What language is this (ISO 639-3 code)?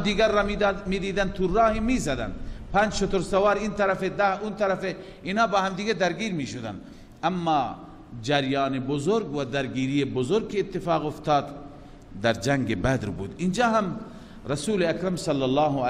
fas